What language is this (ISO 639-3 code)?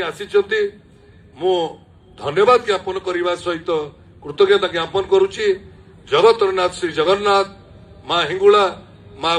ori